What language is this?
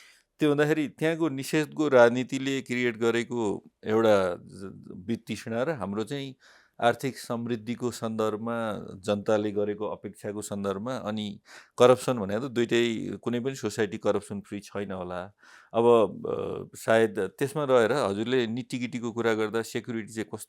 Nepali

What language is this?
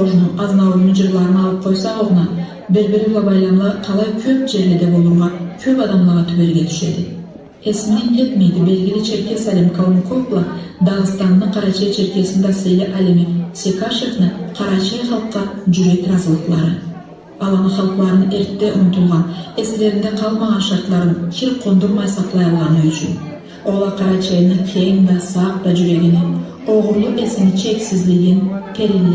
Karachay-Balkar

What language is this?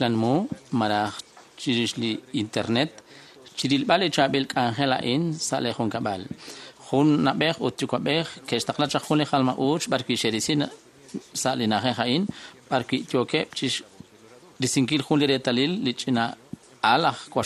Kekchí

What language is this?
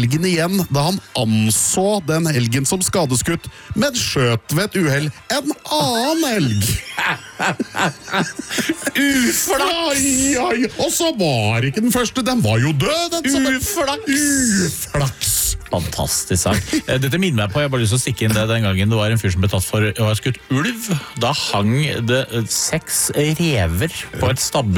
Norwegian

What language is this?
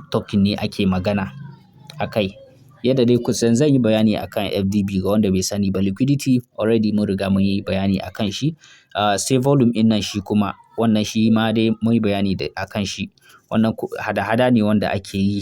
Hausa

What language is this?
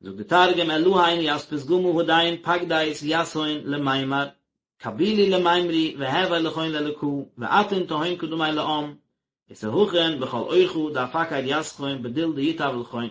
Yiddish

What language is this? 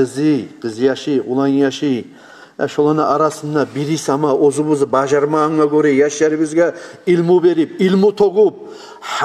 Kumyk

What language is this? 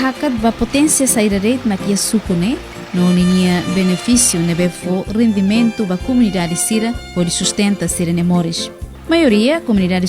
Tetum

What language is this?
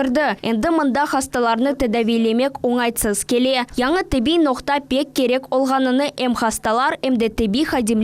Crimean Tatar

